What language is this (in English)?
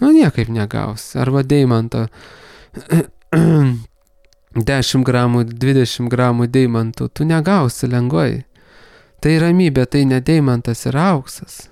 Lithuanian